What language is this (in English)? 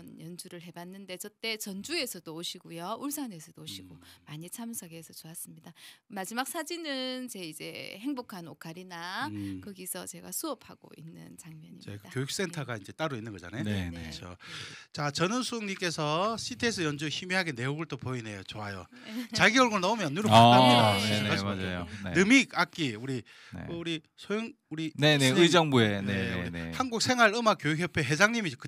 Korean